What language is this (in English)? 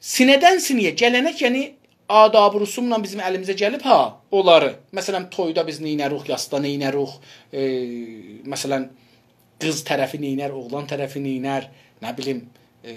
South Azerbaijani